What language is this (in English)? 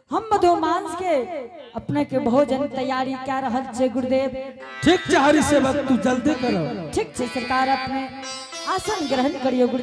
Angika